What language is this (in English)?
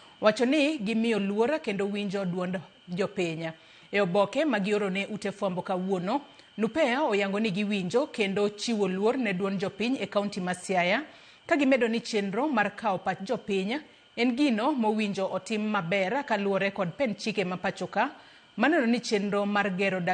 Luo (Kenya and Tanzania)